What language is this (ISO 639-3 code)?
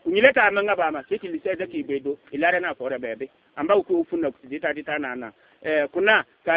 bib